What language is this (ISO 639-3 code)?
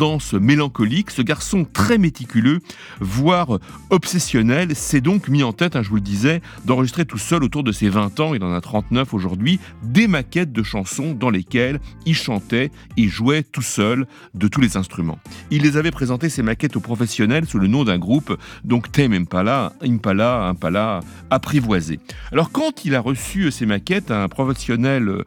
fra